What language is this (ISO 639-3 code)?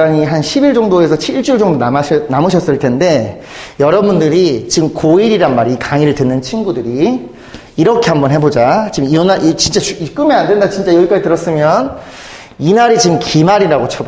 kor